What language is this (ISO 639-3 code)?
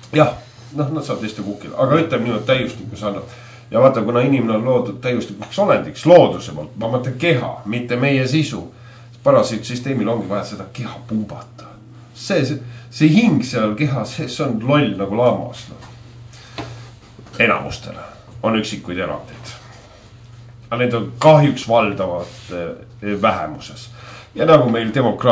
est